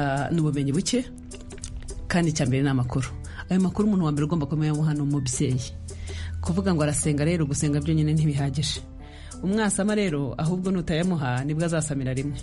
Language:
Kinyarwanda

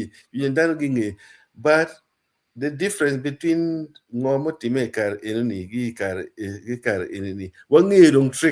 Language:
Acoli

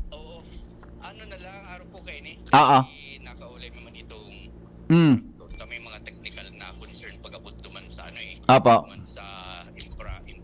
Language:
Bikol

